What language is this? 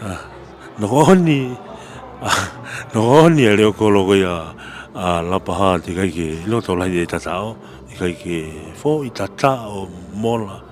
Tongan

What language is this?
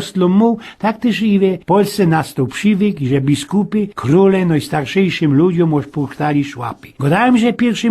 Silesian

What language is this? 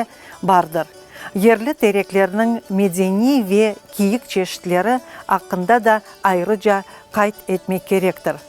Crimean Tatar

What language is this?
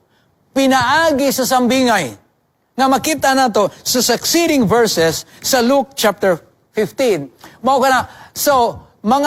Cebuano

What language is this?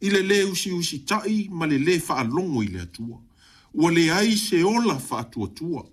Samoan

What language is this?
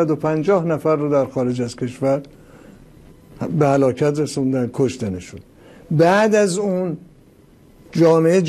Persian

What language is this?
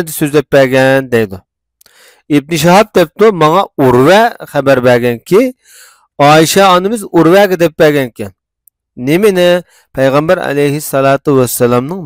Uyghur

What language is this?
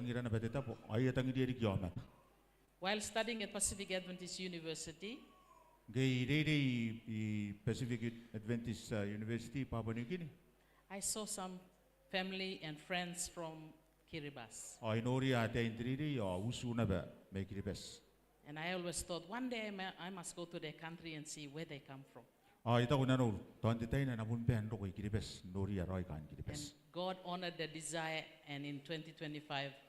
Gilbertese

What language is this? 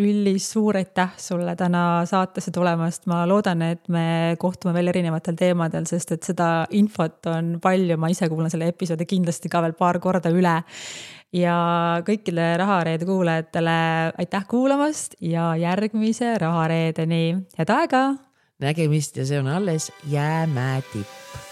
Estonian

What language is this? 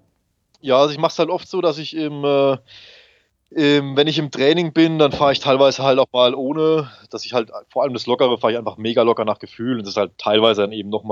German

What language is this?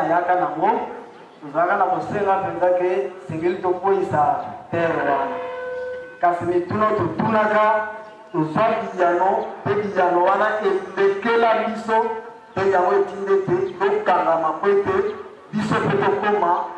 Lingala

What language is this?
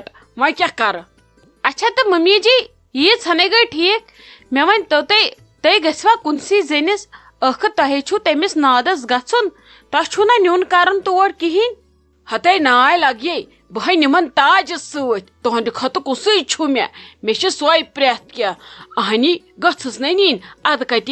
Kashmiri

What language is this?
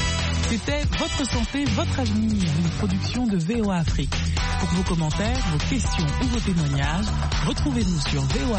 French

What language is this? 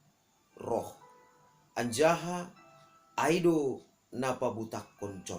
Batak Simalungun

